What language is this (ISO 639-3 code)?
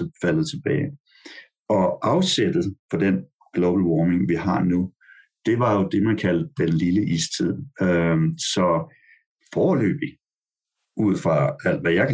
dan